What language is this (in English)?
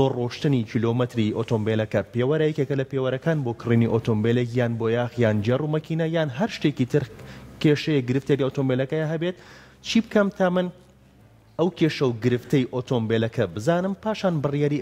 Central Kurdish